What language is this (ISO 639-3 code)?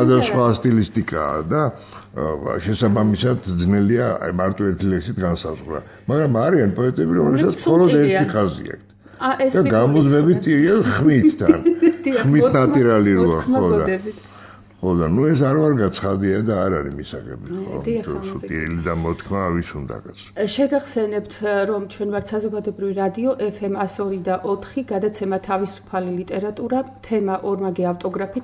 kat